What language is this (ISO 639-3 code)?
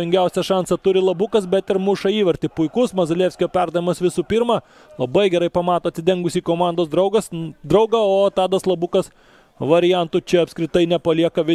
lit